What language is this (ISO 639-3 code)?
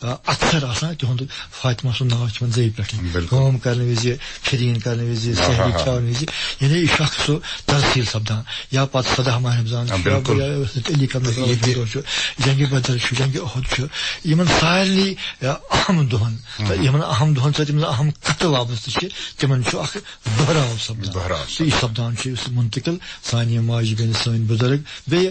kas